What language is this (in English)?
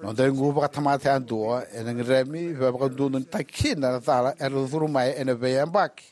Fijian